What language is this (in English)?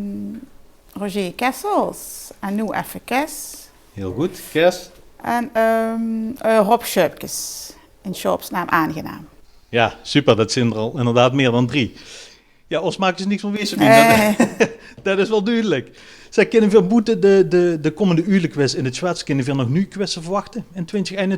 Limburgish